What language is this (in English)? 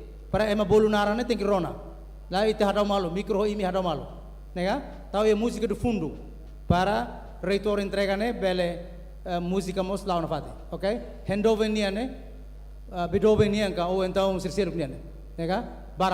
Tetum